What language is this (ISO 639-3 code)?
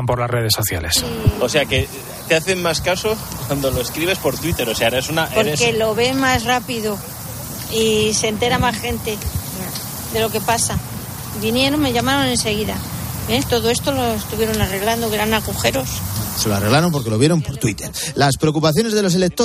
spa